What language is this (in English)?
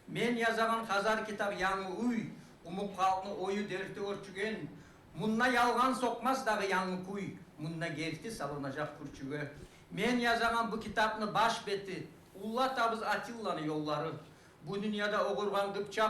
Kumyk